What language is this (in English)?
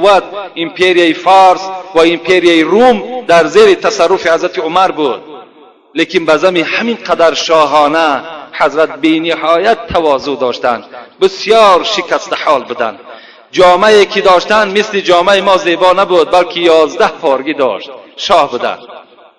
Tajik